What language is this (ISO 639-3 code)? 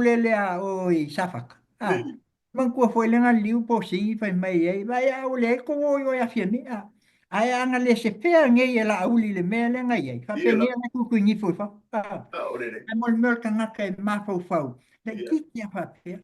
smo